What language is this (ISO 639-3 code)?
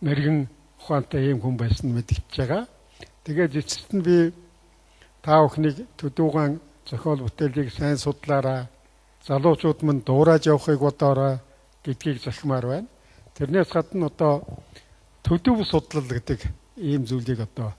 mon